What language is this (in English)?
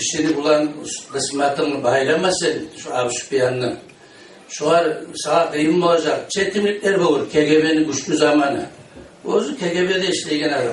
Kumyk